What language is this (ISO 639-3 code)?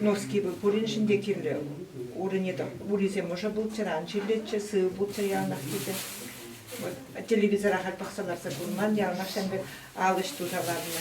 chv